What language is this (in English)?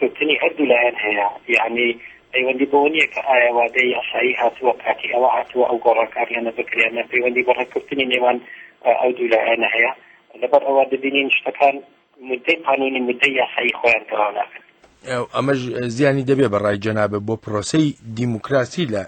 Central Kurdish